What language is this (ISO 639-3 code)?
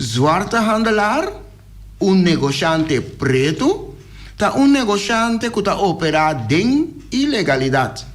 pap